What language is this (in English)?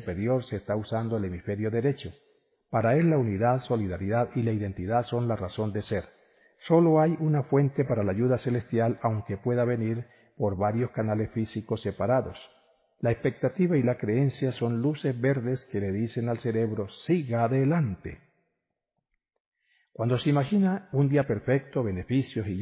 Spanish